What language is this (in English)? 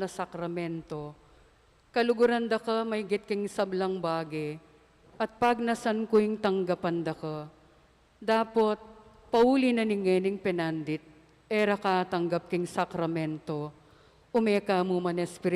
Pampanga